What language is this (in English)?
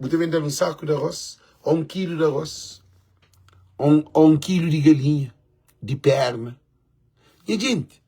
Kabuverdianu